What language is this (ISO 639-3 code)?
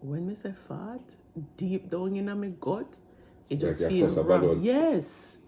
jam